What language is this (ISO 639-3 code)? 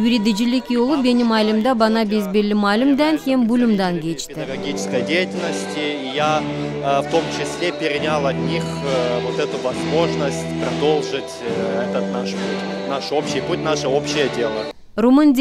gag